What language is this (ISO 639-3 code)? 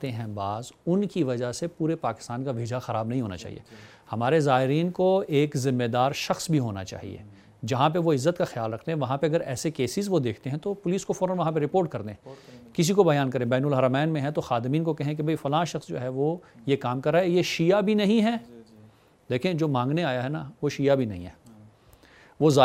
urd